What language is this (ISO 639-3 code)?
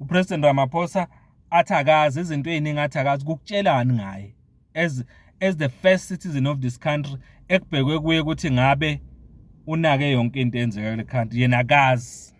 zul